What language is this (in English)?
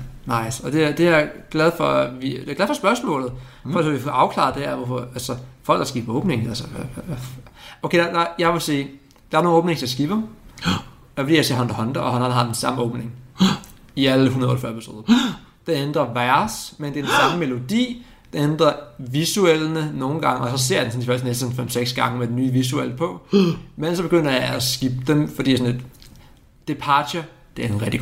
Danish